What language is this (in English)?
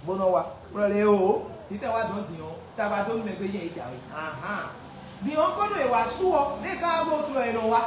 Fon